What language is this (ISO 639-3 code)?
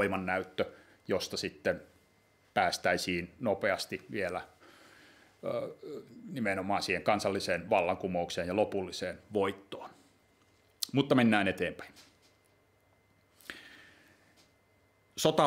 fin